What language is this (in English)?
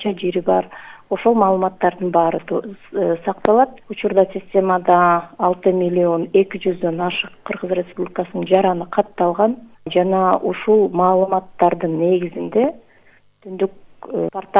Kyrgyz